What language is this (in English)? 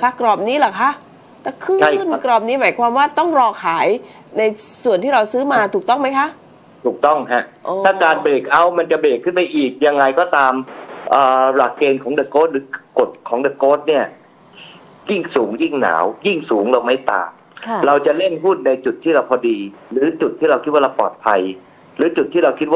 Thai